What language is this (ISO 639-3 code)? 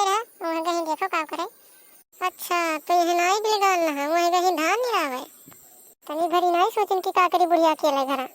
awa